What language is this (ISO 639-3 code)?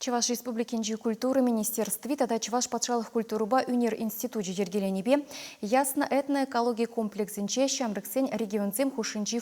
chv